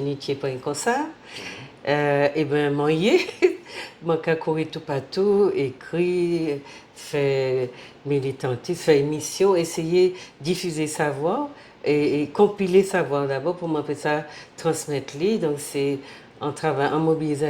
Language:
Guadeloupean Creole French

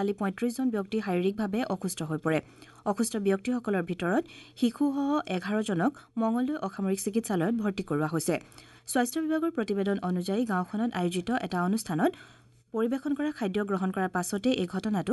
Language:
Assamese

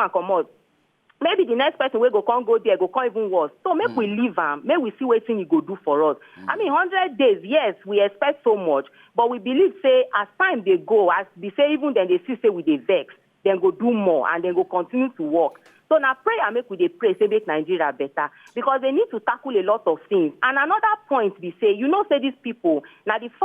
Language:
Nigerian Pidgin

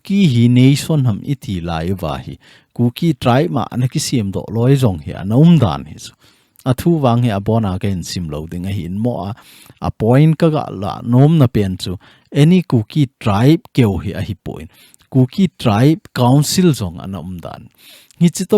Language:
Thado Chin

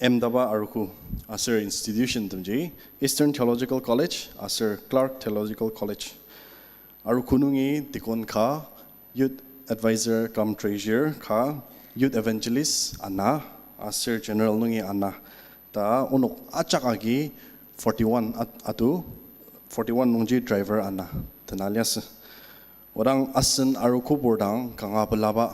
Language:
Ao Naga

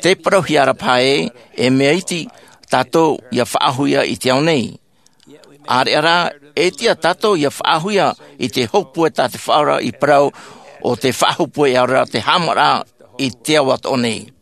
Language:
Tahitian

